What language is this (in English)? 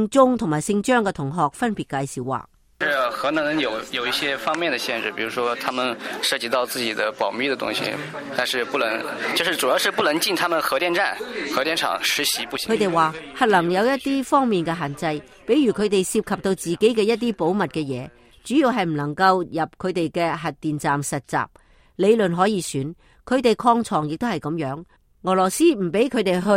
Cantonese